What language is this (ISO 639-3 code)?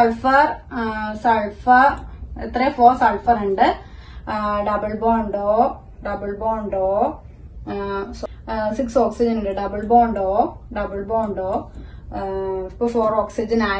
mal